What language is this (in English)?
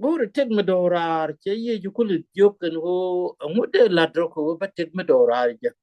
Nuer